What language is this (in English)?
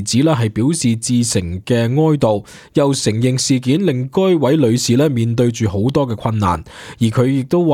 Cantonese